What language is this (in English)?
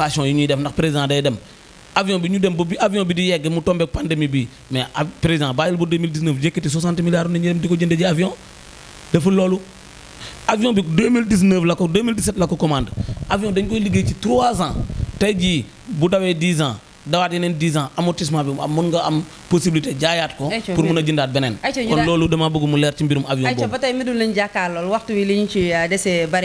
Wolof